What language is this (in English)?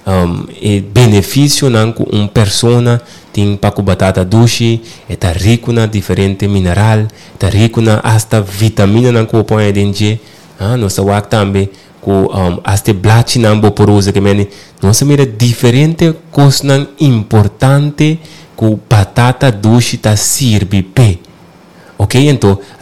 Papiamento